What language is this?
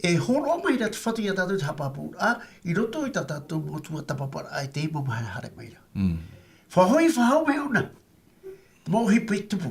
Tahitian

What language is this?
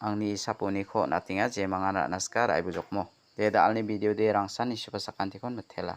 Garo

